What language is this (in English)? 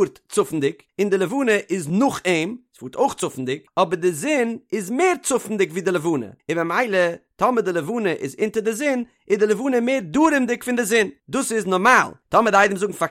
Yiddish